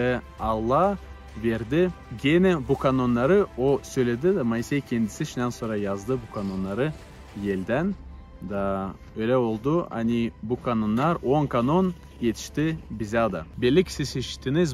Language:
Gagauz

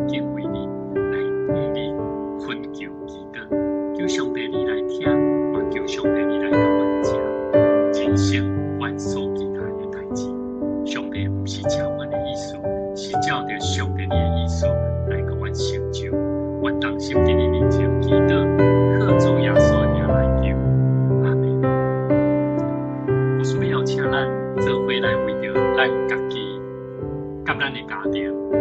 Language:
Min Nan Chinese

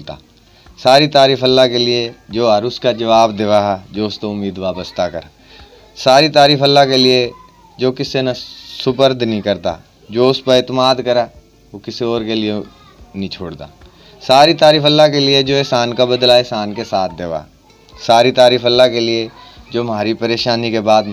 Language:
Haryanvi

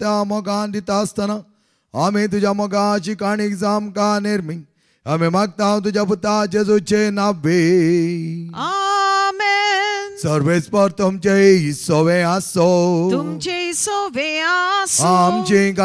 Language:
Konkani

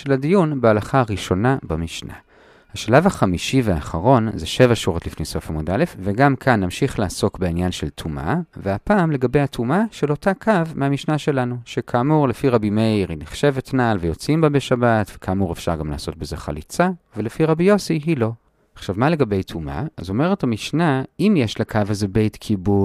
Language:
Hebrew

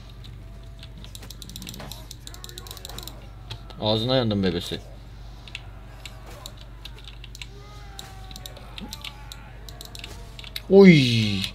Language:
Turkish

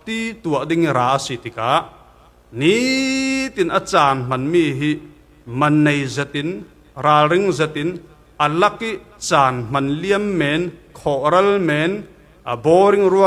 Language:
Falam Chin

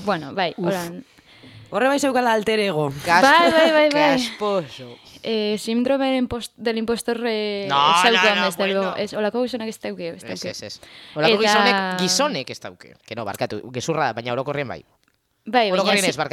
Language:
Basque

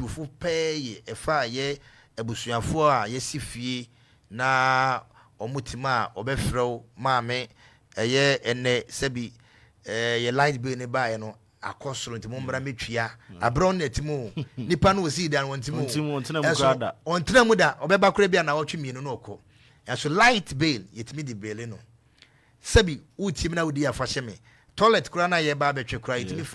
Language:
Akan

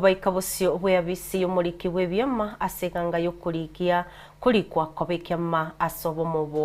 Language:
Gusii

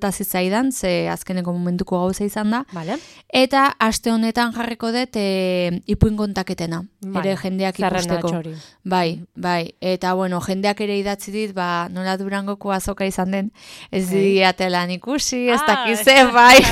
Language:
Basque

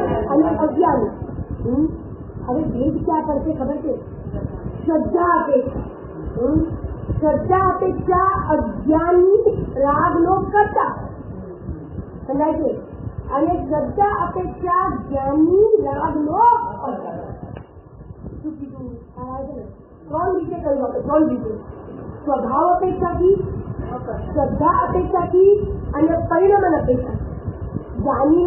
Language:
Gujarati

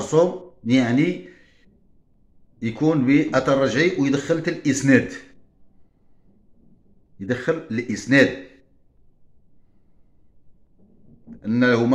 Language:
Moroccan Arabic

